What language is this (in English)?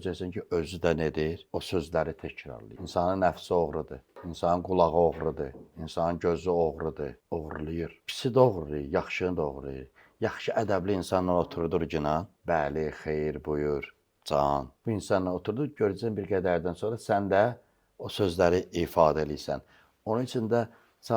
Azerbaijani